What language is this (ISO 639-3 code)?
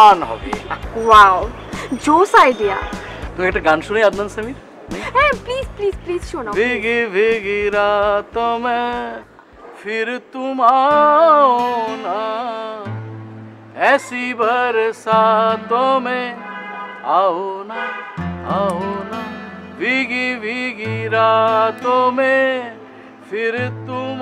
ben